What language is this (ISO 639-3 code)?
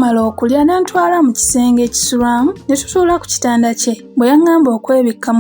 lug